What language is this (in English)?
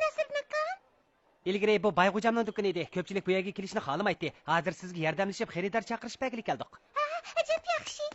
Uyghur